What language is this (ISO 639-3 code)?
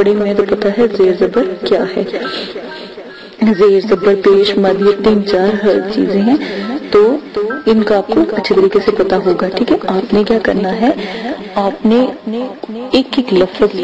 urd